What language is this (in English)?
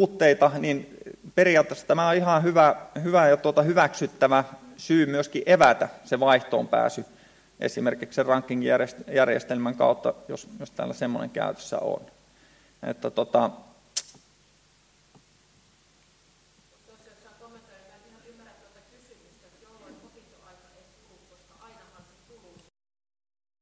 Finnish